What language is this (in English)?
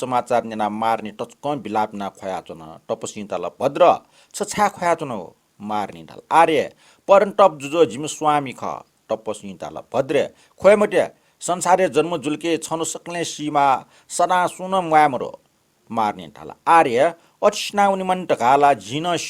Newari